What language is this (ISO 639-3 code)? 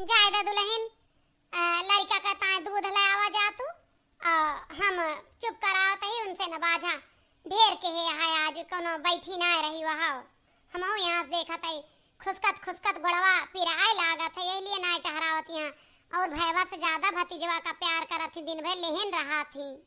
awa